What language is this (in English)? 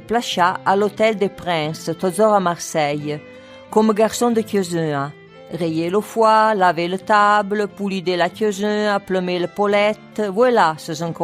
Arpitan